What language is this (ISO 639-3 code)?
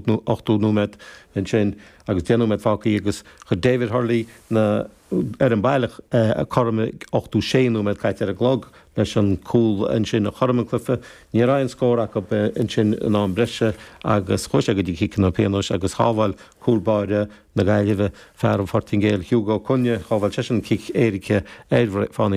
gle